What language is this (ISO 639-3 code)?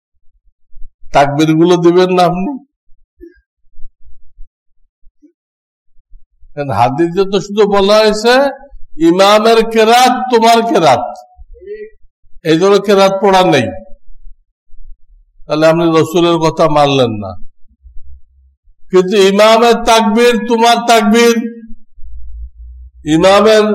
ben